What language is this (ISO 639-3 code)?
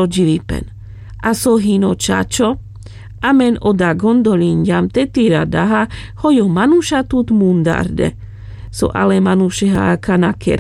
rmc